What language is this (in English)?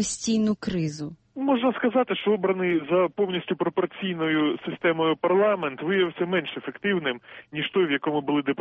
Ukrainian